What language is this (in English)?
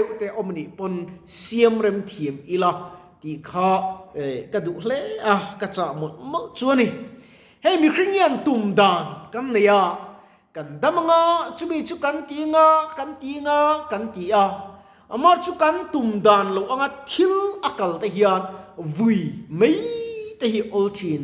Mizo